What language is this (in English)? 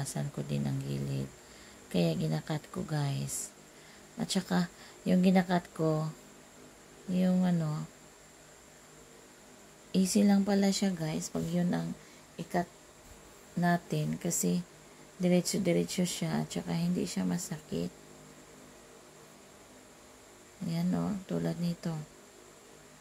Filipino